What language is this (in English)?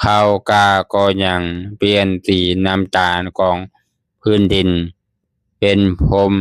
Lao